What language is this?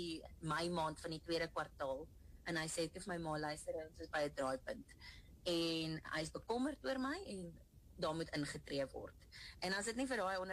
Afrikaans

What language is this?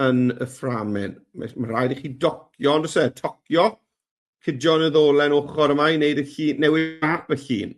Welsh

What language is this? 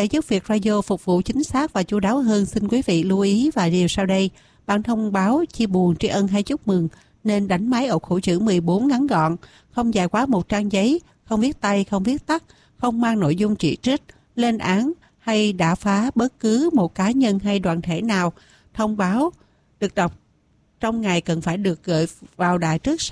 Vietnamese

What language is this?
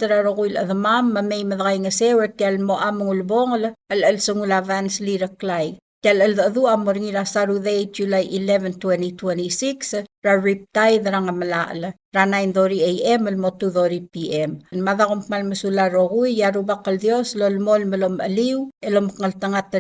Palauan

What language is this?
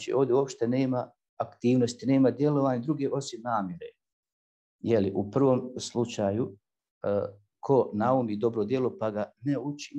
Bosnian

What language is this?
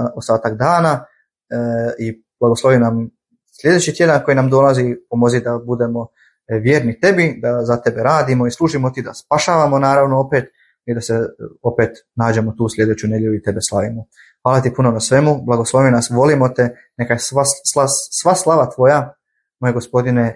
Bosnian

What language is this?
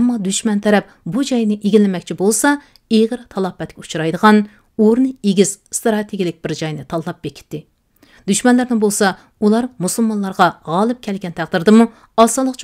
Uyghur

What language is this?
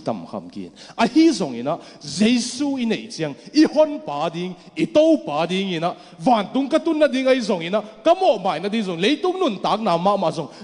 Tedim Chin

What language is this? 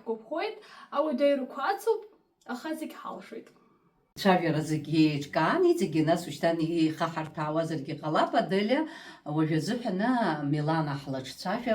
Abkhazian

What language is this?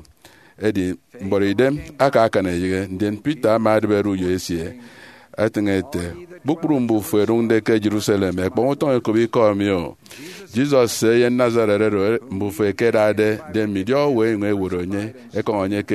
Efik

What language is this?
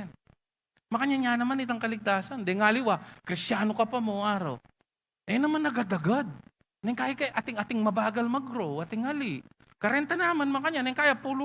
Pampanga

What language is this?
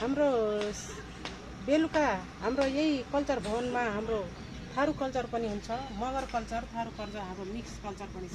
Nepali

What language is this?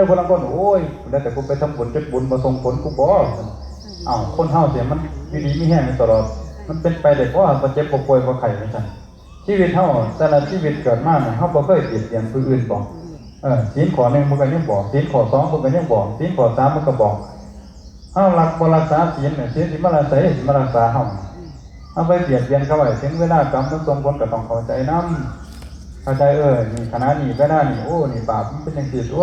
Northeastern Thai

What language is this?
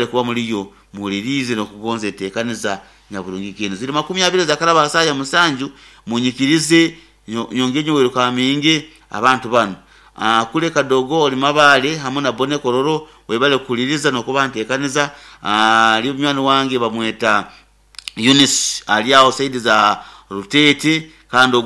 Nyoro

